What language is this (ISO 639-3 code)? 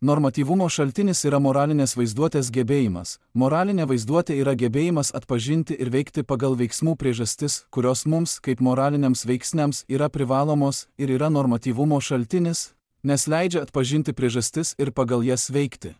lit